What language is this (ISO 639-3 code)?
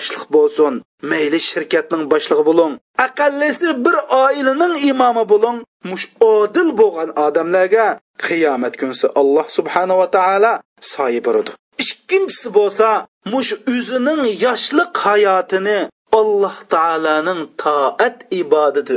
uig